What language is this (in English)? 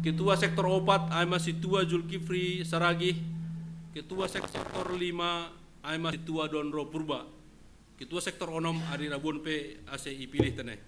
Batak Simalungun